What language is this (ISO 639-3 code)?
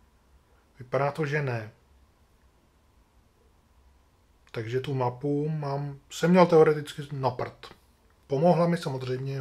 ces